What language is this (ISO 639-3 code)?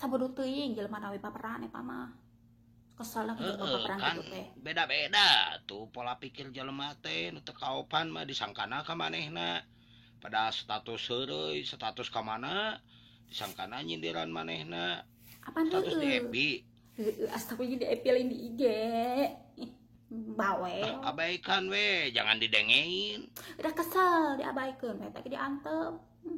sun